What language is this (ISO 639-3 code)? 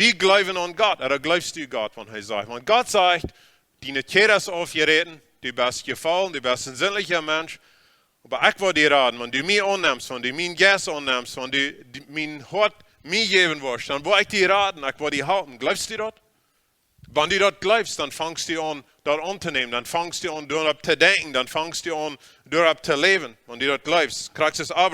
pdt